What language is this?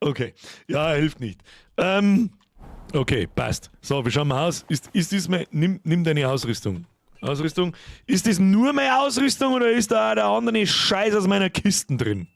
Bavarian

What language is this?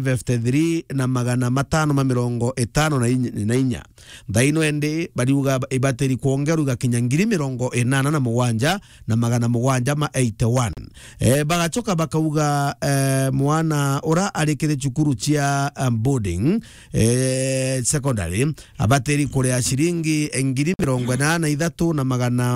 Meru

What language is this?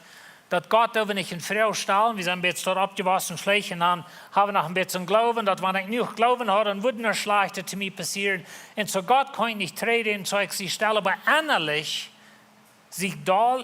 Plautdietsch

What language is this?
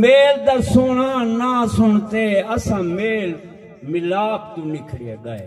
Saraiki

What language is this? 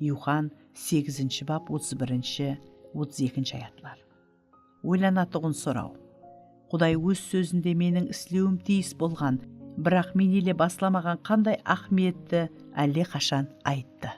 Kara-Kalpak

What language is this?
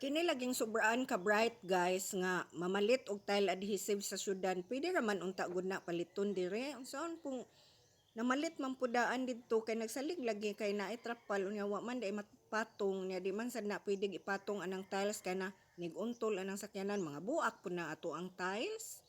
Cebuano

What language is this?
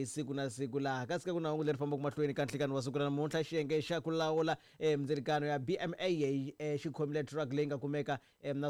Tsonga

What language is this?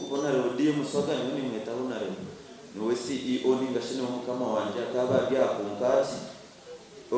Nyankole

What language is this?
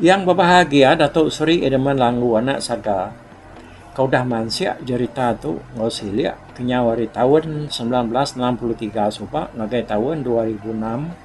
Iban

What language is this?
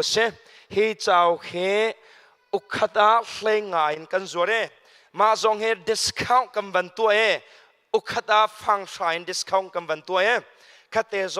Hakha Chin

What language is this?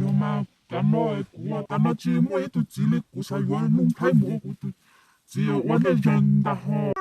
Hmong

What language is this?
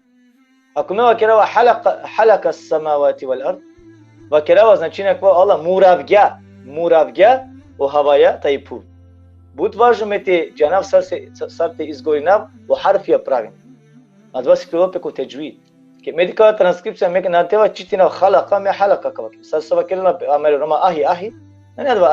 Balkan Romani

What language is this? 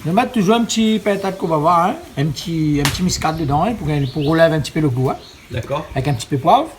Réunion Creole French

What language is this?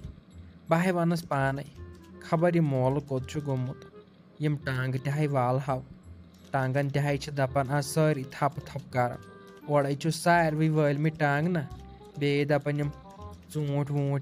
Kashmiri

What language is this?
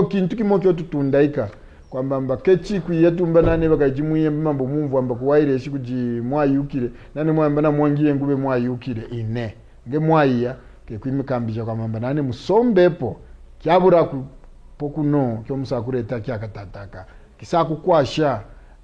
Kaonde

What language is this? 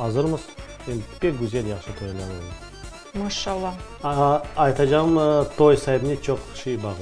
Crimean Tatar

